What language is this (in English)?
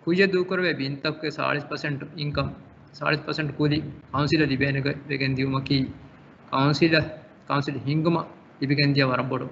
Divehi